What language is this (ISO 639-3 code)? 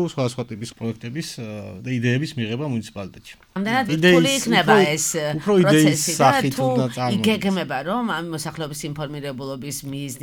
kat